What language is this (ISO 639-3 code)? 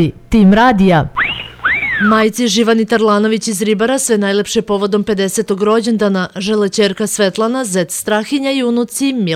srp